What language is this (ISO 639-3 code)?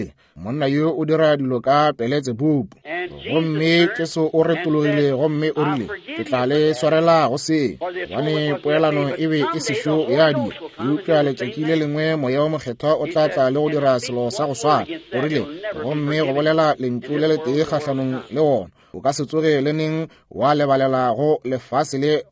nso